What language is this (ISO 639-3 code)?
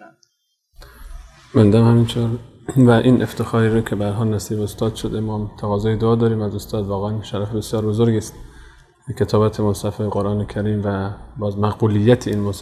fas